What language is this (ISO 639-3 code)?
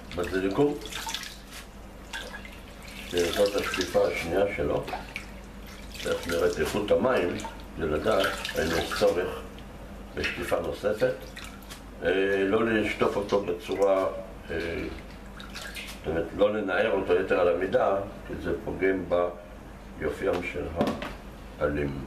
heb